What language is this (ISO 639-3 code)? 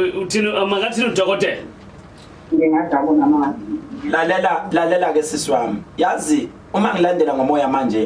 zul